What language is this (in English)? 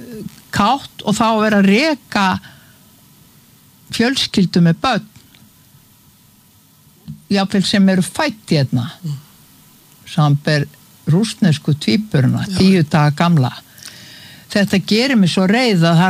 Icelandic